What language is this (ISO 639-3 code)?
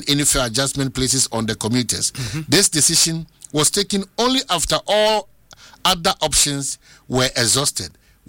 eng